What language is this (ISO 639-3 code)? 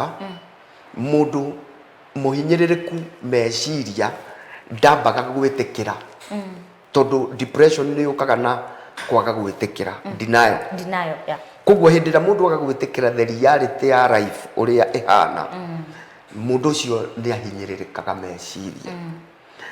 kik